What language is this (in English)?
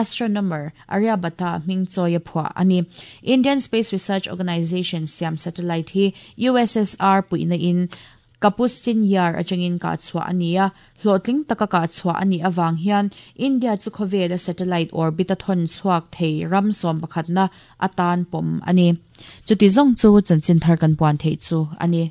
Mizo